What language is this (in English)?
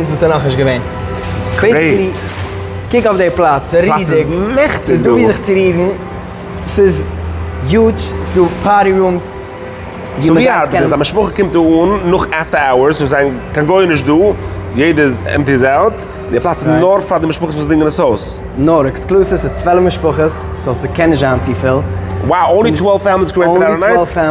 Yiddish